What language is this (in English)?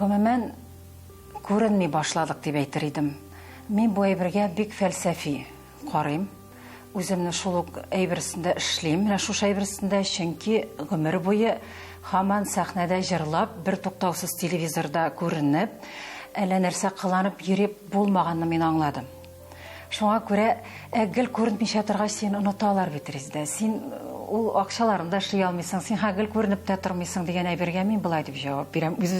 Tatar